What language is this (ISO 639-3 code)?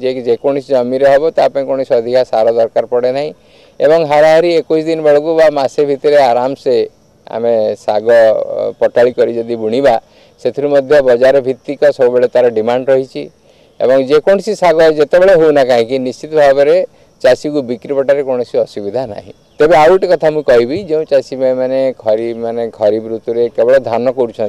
ori